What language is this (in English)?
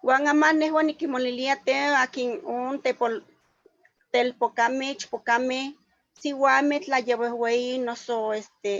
Eastern Huasteca Nahuatl